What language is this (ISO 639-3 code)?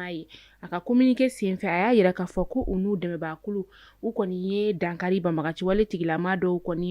bam